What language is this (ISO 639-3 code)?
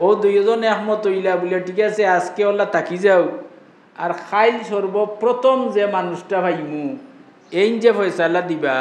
syl